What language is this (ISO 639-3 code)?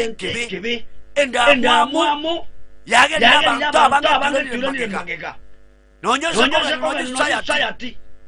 guz